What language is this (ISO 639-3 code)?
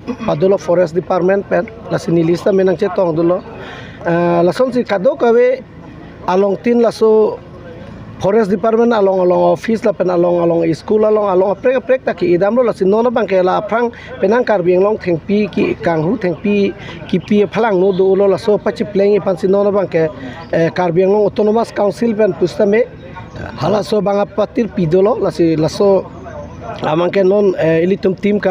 mjw